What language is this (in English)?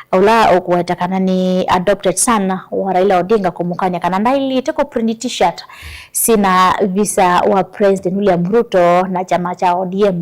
Kamba